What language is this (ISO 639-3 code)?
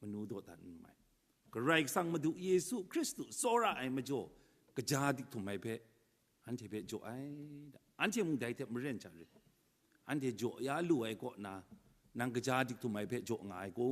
kac